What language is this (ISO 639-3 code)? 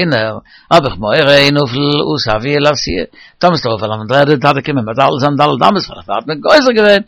yid